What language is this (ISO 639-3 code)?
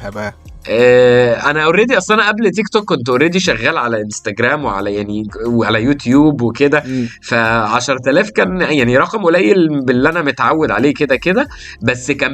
arz